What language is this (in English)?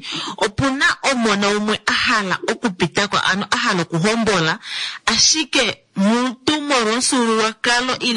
Kuanyama